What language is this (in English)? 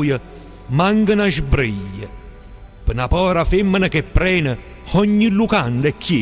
Neapolitan